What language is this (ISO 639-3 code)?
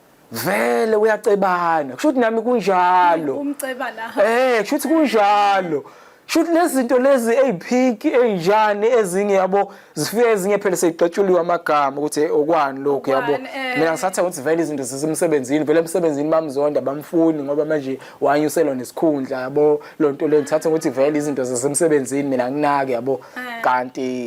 zul